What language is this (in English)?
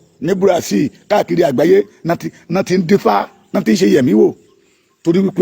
Yoruba